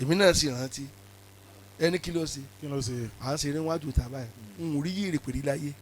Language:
Yoruba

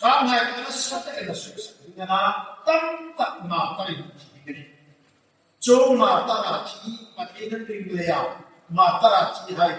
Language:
Hmar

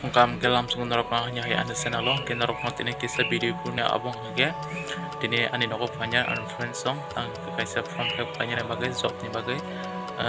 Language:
Kok Borok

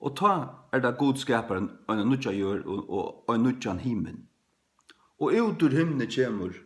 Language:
Faroese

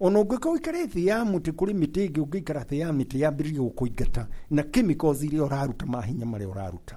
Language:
Kikuyu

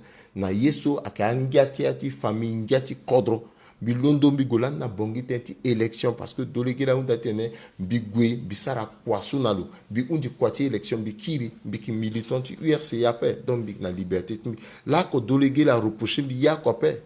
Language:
Sango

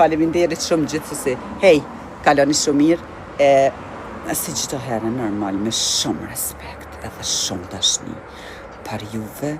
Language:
Albanian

